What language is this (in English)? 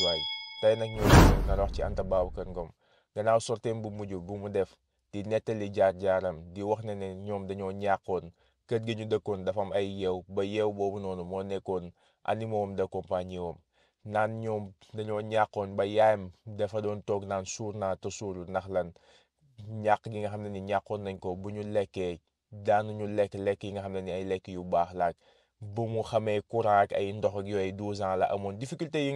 Wolof